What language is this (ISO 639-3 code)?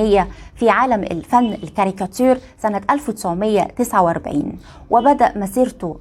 arz